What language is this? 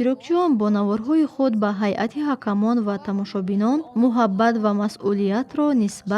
Tajik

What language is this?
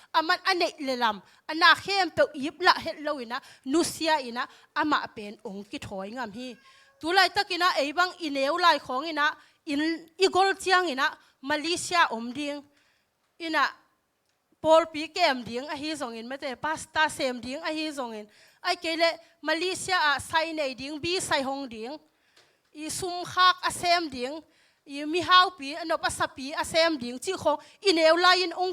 Tedim Chin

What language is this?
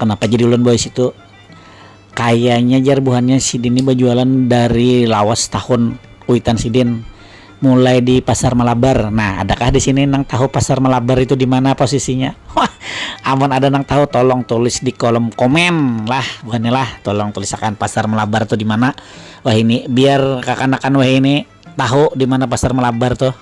Banjar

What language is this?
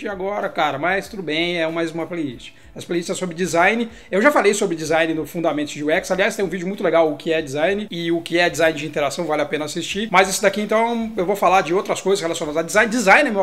Portuguese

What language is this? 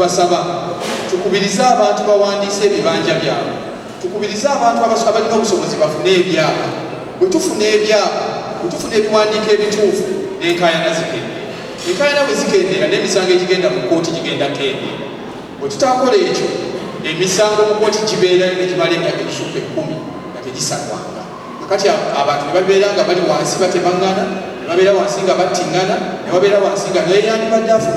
Ganda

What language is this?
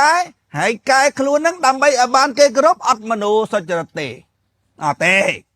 Khmer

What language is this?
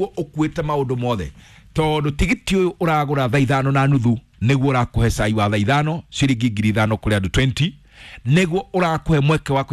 Kikuyu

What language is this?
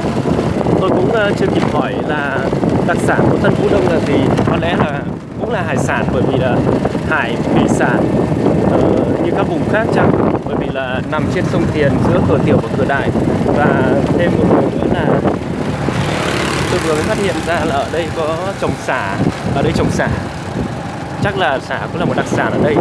Vietnamese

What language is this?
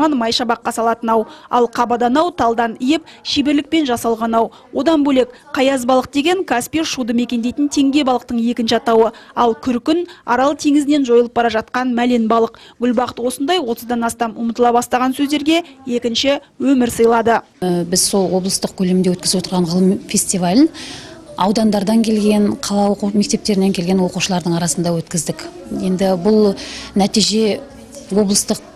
Kazakh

